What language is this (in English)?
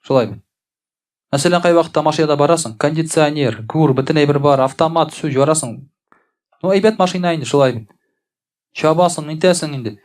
Tatar